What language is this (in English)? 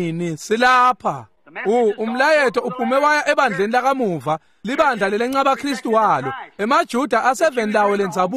Swati